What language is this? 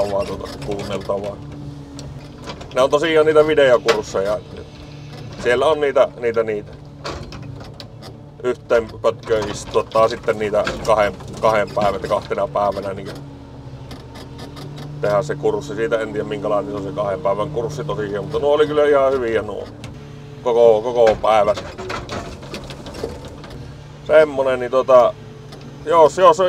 Finnish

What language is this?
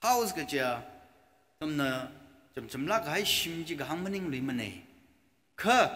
Tangkhul Naga (India)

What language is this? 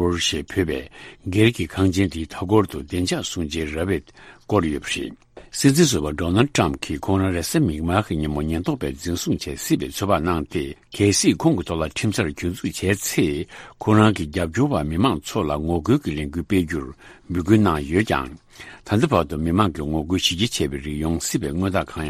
Tibetan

